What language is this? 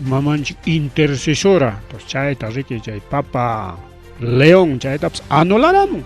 Ayacucho Quechua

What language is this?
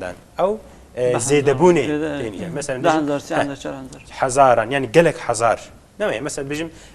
Kurdish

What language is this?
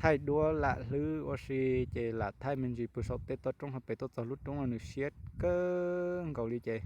Hmong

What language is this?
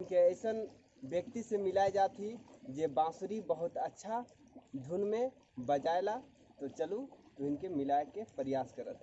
Sadri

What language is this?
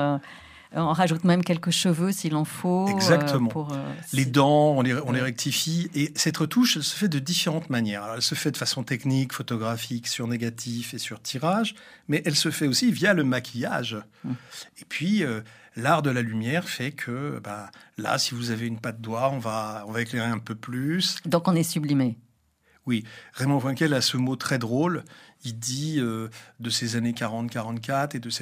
French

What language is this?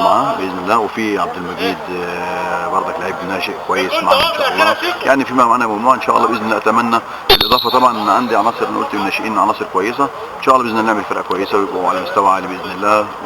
Egyptian Arabic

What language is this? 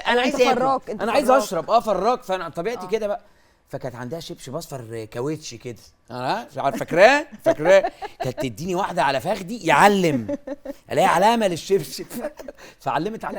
Egyptian Arabic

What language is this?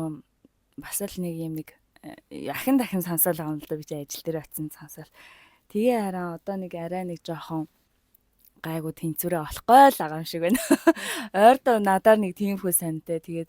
Mongolian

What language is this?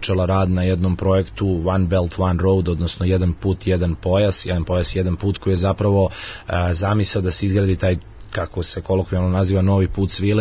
Serbian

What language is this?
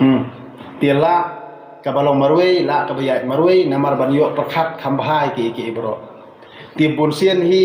Khasi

